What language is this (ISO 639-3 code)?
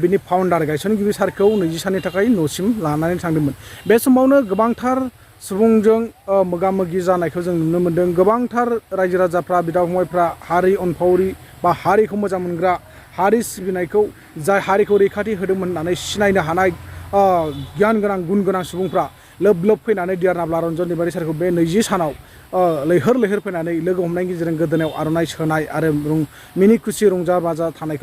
brx